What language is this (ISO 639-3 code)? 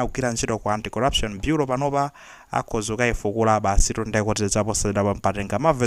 nya